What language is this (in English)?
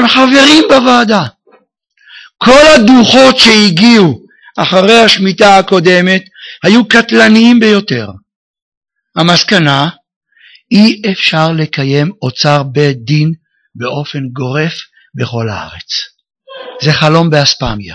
Hebrew